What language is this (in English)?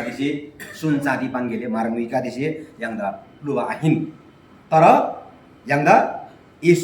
Eastern Tamang